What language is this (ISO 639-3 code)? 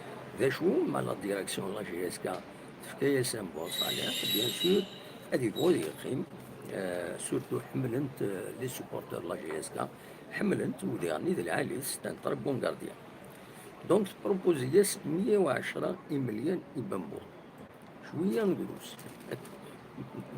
kab